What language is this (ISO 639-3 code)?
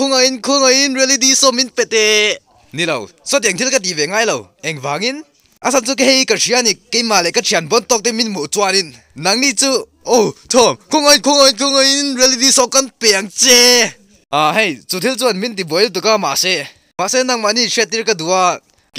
lus